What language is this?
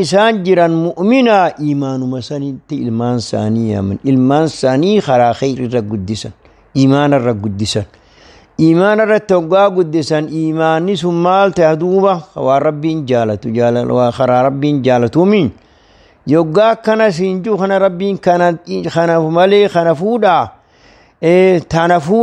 Oromo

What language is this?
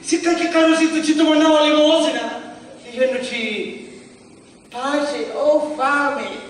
Sicilian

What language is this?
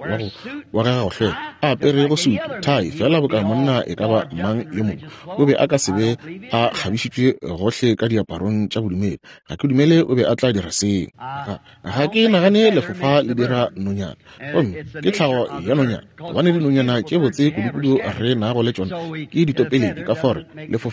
Northern Sotho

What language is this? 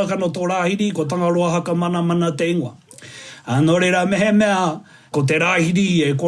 Māori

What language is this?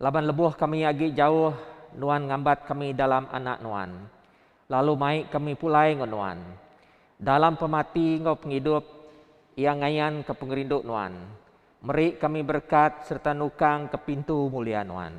Iban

